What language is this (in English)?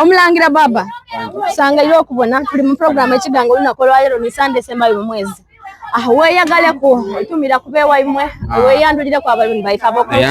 Soga